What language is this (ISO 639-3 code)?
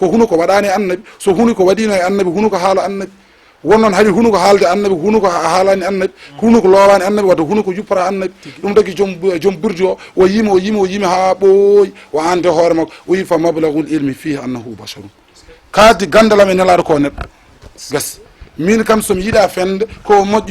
ful